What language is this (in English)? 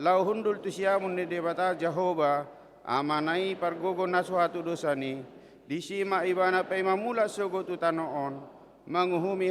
Batak Toba